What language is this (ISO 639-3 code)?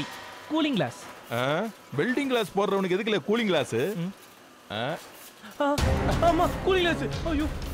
tam